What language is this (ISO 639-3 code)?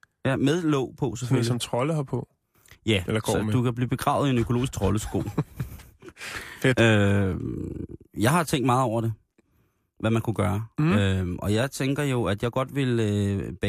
dan